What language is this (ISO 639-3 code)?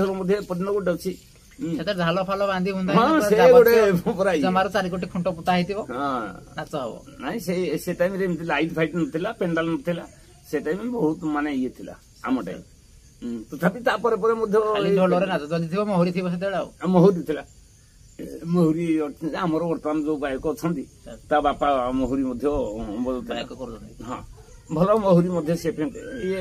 ori